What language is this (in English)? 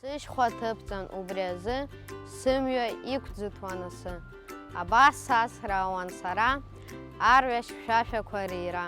Abkhazian